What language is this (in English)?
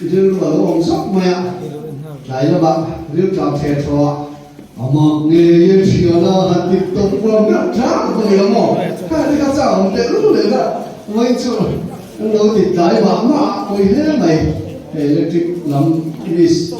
Mizo